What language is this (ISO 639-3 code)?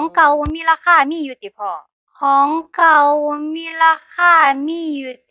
tts